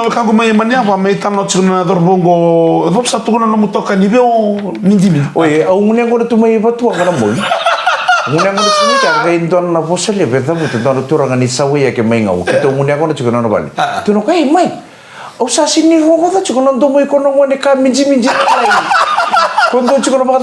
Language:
Fijian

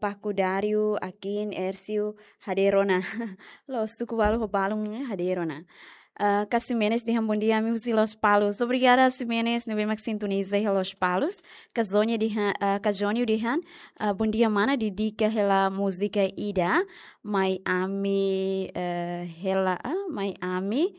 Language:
Tetum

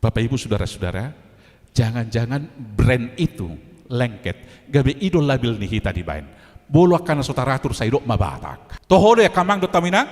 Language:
Batak Toba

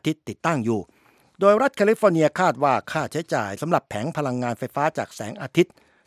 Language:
Thai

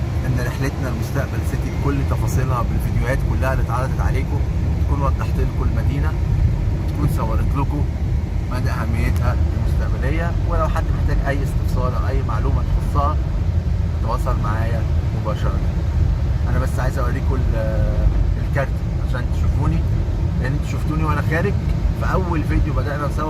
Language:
Egyptian Arabic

